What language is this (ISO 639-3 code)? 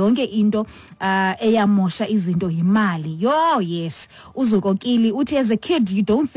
xho